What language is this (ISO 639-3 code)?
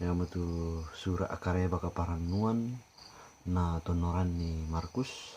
sda